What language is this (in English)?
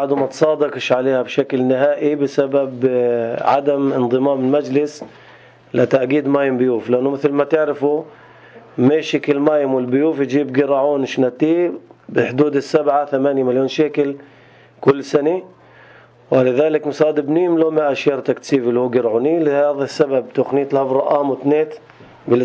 North Levantine Arabic